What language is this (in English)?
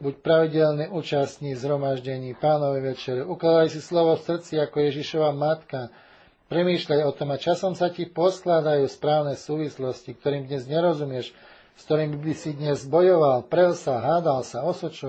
Slovak